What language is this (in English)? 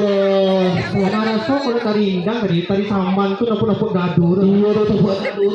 Minangkabau